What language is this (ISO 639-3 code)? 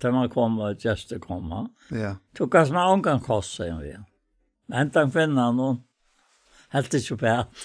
fao